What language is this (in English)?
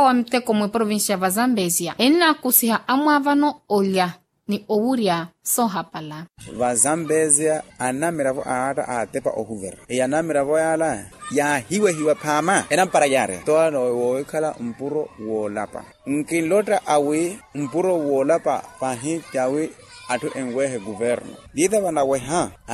Makhuwa